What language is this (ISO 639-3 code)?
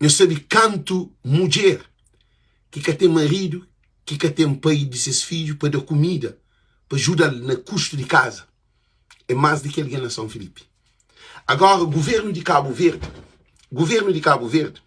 kea